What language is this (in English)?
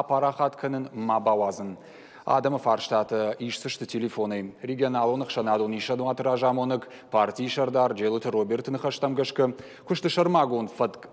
Ossetic